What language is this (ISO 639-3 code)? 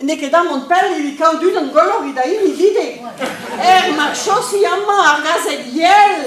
bre